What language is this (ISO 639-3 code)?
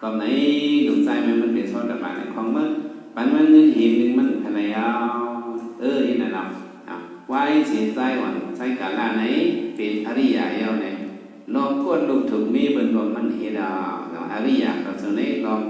shn